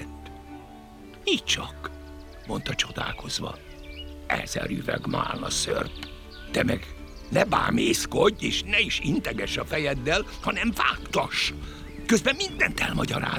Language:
Hungarian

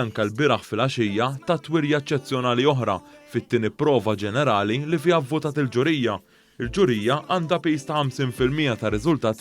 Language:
Maltese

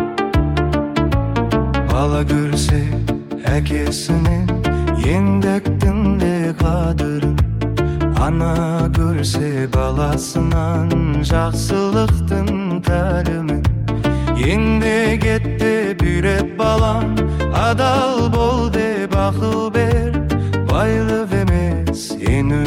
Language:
Kazakh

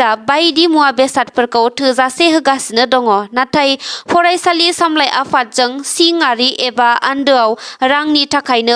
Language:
Bodo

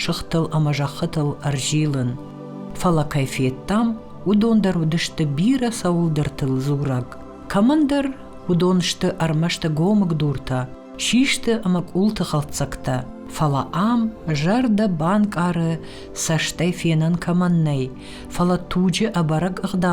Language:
Ossetic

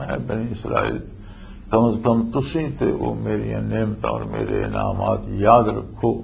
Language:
Western Panjabi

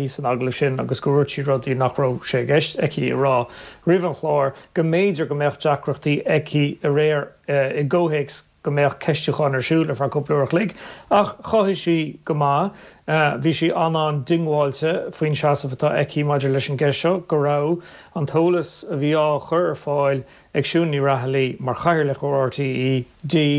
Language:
Irish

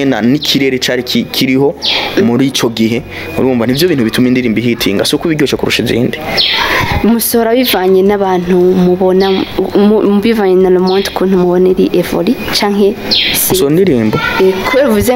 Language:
Rundi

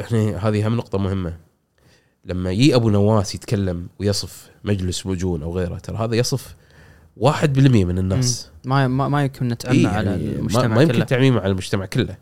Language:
Gulf Arabic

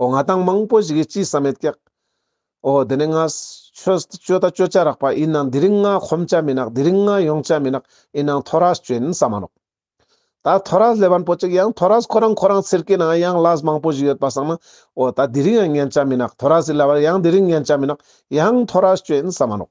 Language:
Ladakhi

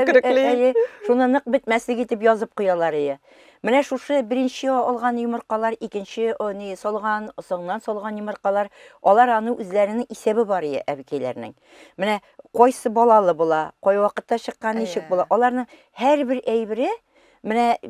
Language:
Tatar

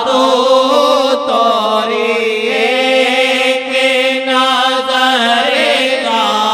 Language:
Urdu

